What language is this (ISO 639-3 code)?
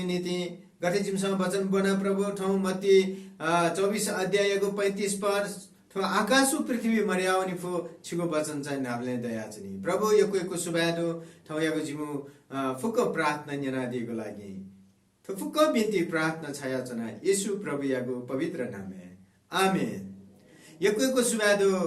new